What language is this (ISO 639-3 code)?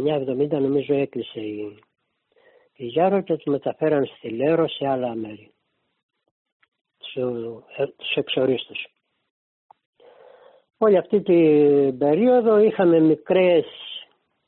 ell